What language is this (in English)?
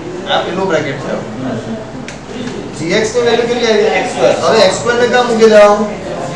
Gujarati